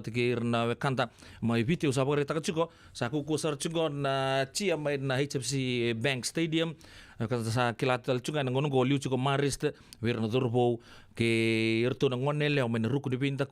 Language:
Fijian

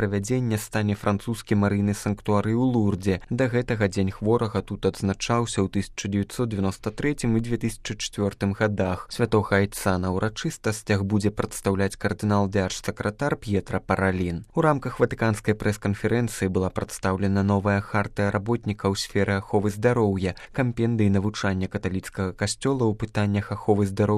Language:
Belarusian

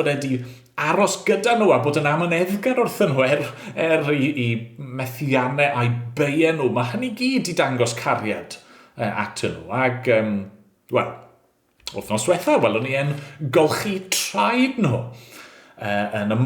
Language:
Welsh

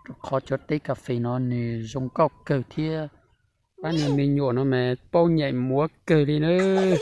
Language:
Hmong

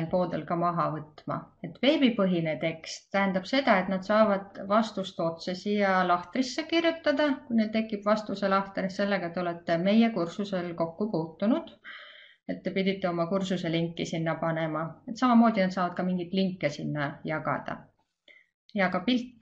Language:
Estonian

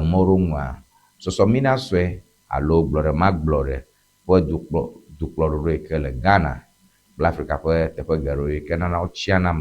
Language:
Ewe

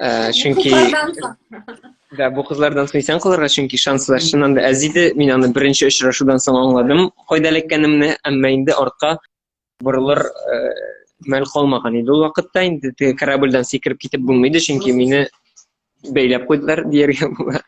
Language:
Tatar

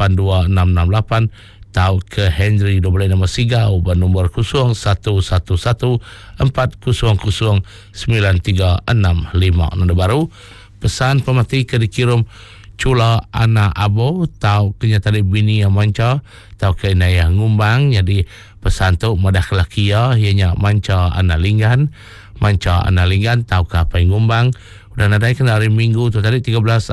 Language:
Iban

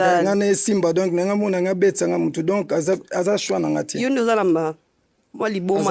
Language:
Lingala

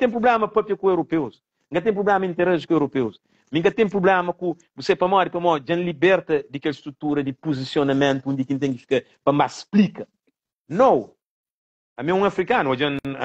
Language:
Kabuverdianu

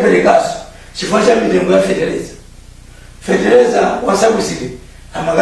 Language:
Nyanja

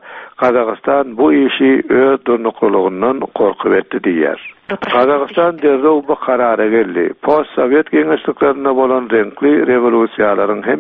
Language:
Turkmen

